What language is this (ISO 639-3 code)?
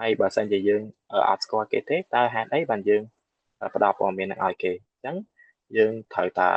khm